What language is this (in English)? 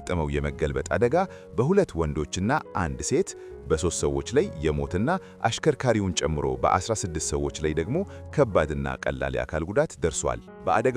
Amharic